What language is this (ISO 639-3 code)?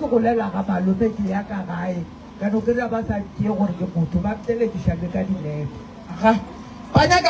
nso